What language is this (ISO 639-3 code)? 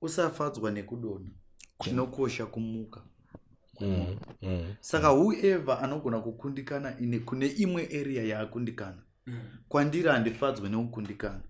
sna